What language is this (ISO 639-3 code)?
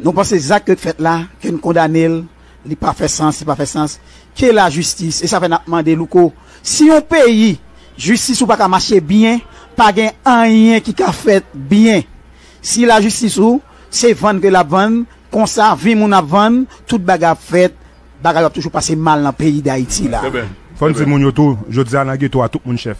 hat